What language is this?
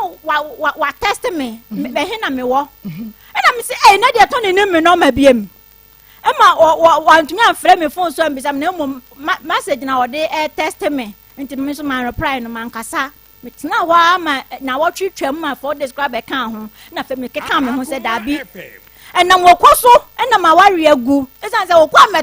Akan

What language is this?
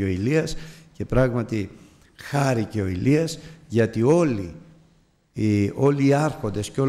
Greek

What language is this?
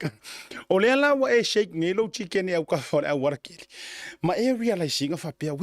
Samoan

